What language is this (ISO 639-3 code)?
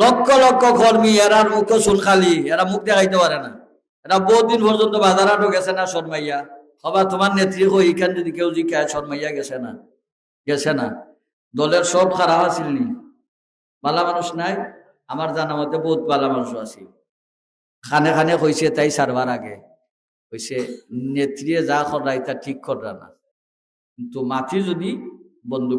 syl